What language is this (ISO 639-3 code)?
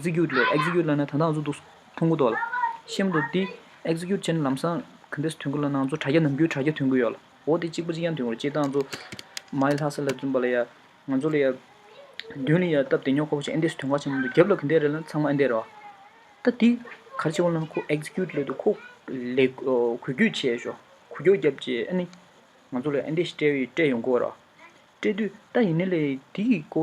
bod